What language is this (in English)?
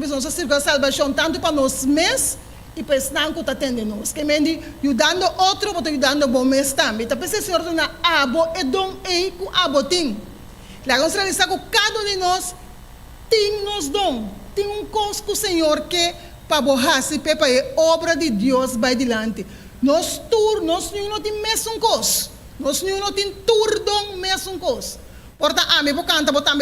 Papiamento